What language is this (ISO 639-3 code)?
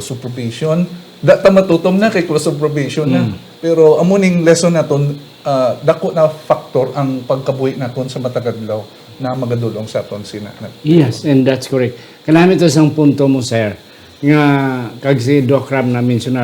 hil